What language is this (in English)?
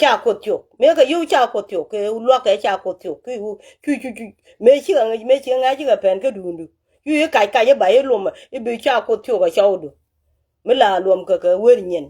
Nuer